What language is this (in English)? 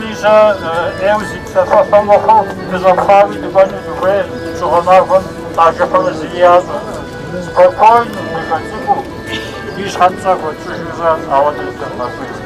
Kabardian